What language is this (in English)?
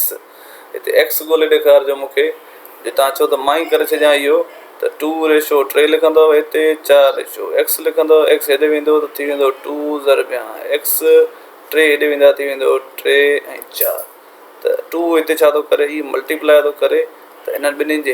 Sindhi